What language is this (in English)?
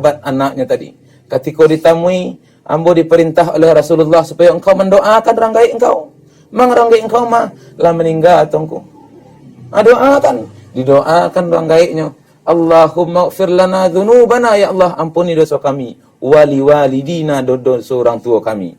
Minangkabau